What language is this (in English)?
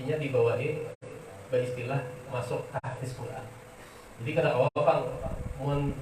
Banjar